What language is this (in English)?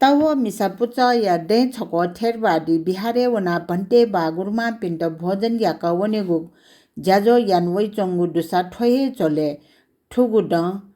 Newari